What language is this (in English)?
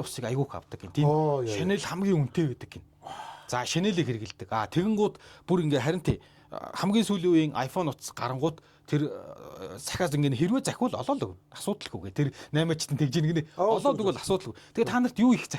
Mongolian